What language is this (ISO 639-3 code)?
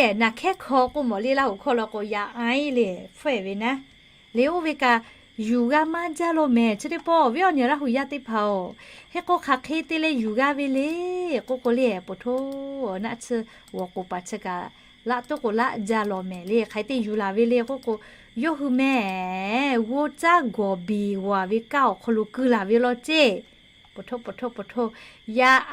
lhu